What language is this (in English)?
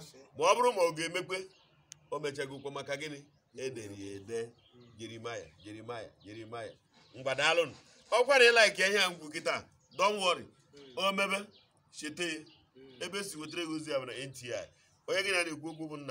Igbo